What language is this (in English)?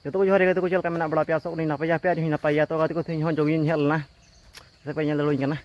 Santali